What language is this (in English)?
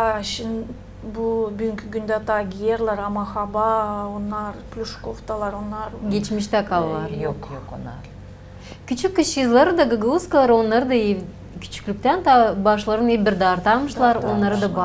Gagauz